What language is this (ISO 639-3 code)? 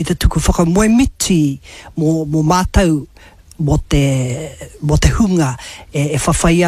mri